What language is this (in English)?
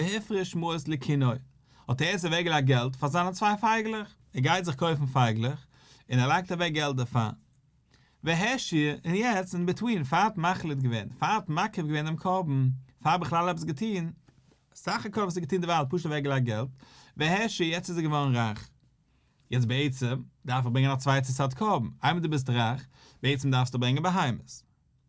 Yiddish